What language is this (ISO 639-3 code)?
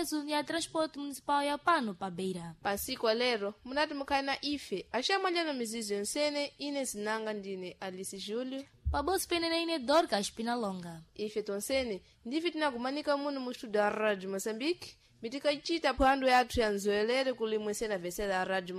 seh